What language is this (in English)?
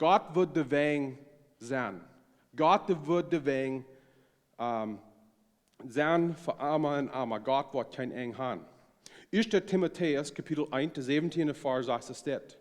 Plautdietsch